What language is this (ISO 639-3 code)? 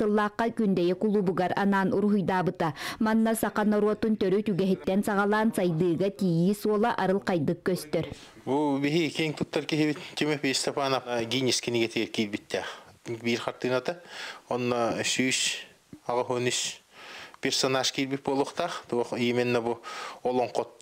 sah